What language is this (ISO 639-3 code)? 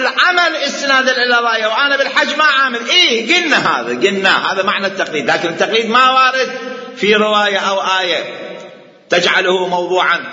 acm